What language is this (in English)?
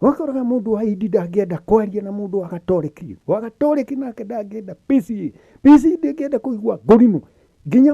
Kikuyu